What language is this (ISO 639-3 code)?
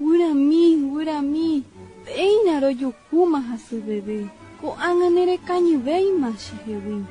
grn